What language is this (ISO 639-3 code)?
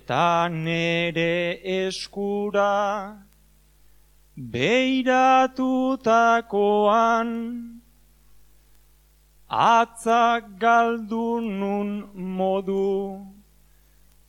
eus